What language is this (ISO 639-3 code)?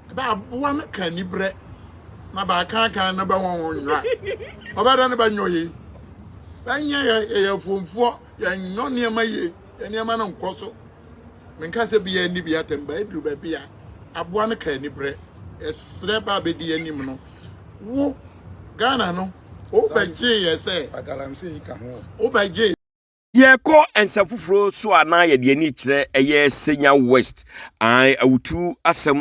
aka